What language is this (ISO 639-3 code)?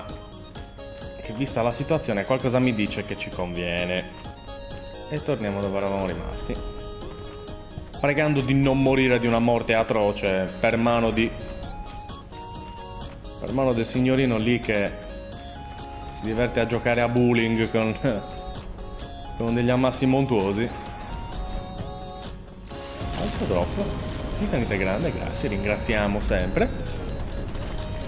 ita